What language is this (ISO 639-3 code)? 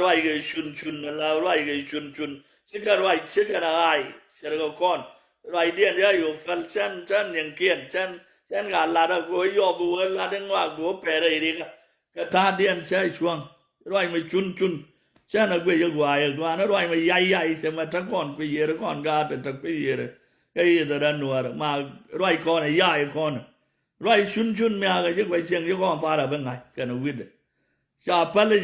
nus